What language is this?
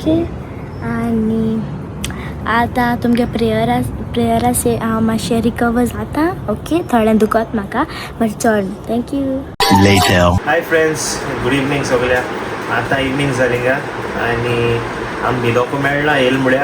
Konkani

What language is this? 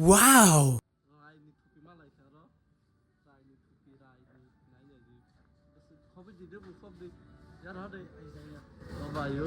Kok Borok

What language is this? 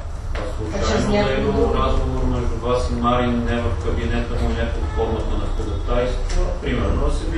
Bulgarian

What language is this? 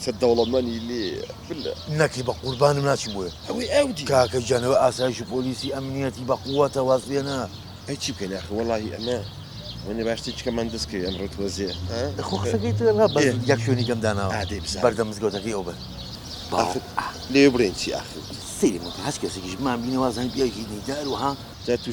Central Kurdish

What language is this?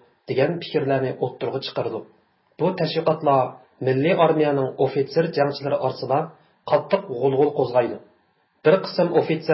Uyghur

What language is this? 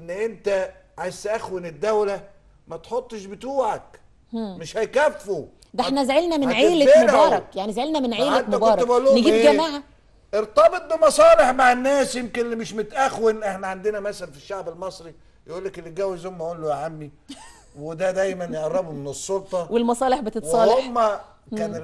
Egyptian Arabic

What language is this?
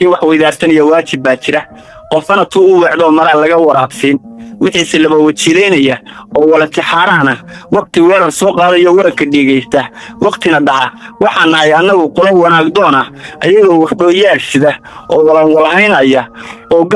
Somali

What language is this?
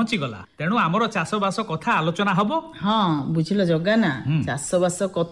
Odia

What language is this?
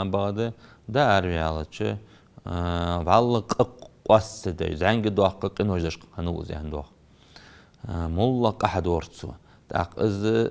Ingush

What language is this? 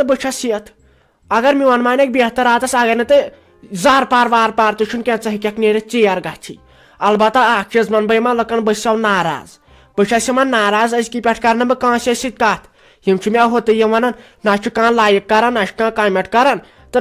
Kashmiri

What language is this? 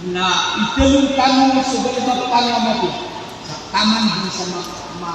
Maranao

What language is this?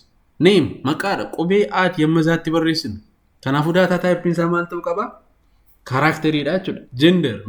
Oromo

